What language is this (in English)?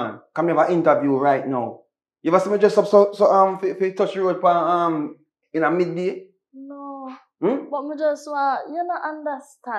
Jamaican Creole English